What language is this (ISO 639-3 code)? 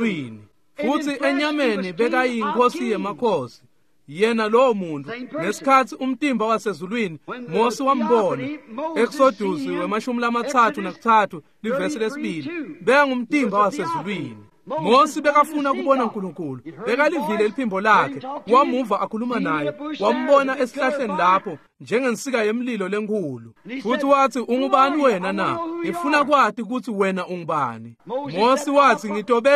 ssw